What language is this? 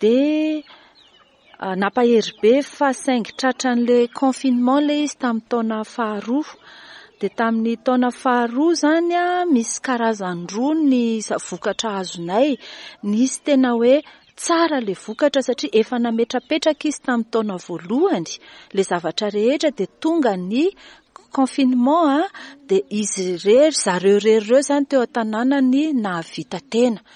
Malagasy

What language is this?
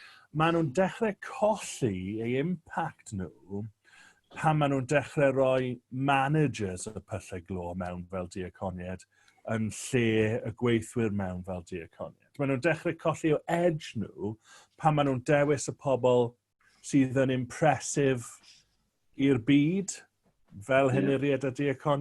Welsh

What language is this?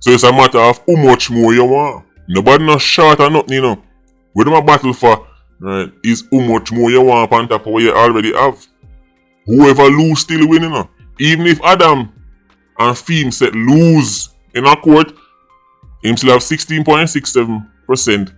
Jamaican Creole English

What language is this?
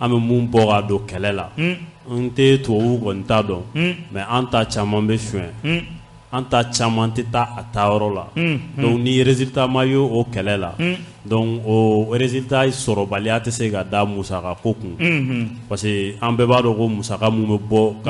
Bambara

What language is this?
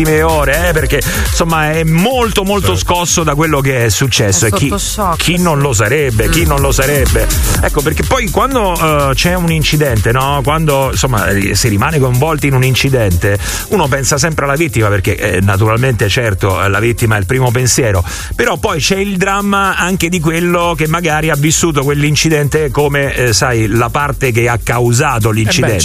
Italian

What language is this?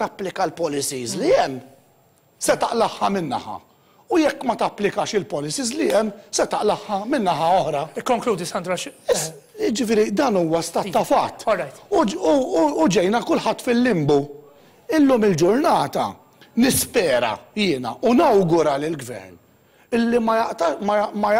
Maltese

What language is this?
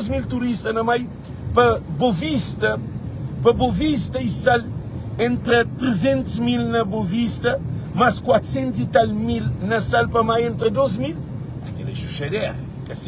Kabuverdianu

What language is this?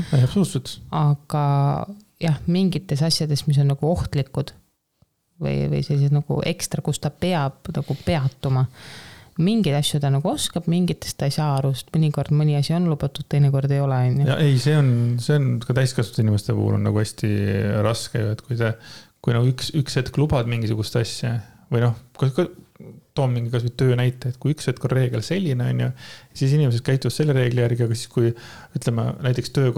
Estonian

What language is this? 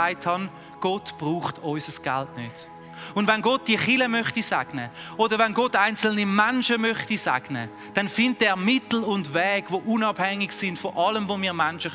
Swiss German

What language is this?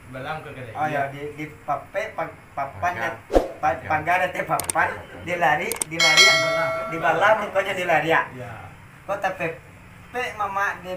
Minangkabau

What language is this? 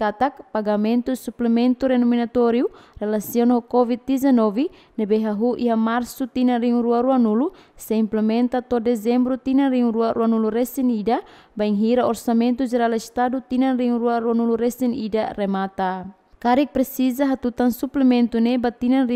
Tetum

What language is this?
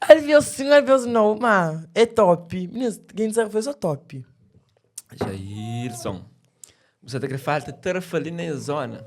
Kabuverdianu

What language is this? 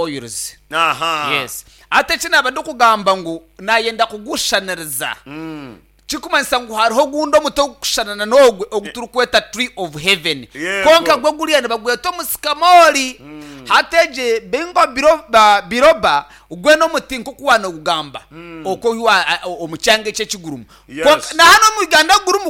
Nyankole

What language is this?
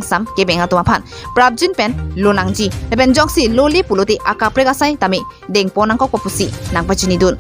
Karbi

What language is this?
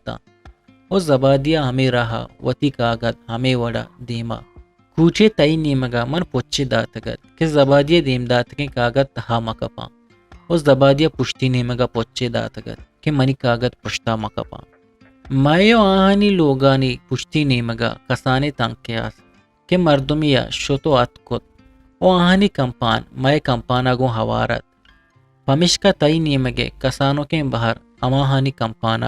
Eastern Balochi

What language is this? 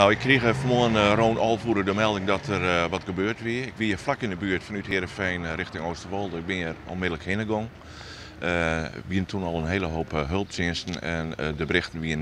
Western Frisian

